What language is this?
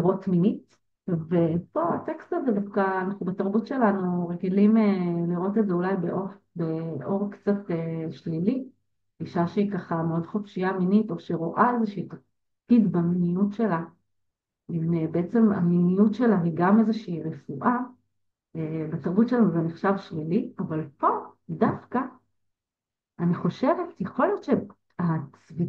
Hebrew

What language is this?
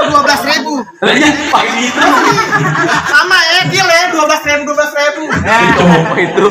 Betawi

